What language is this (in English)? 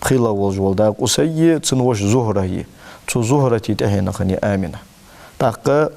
Ingush